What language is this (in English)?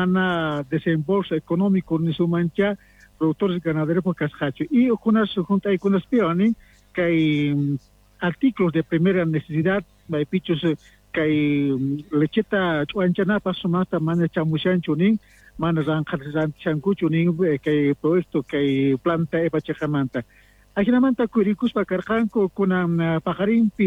Quechua